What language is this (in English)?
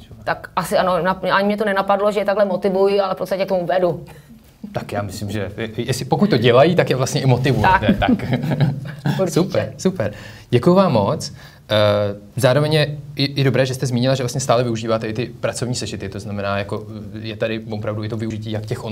Czech